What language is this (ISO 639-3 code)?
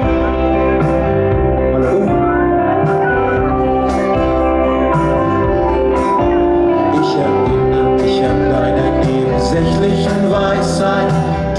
deu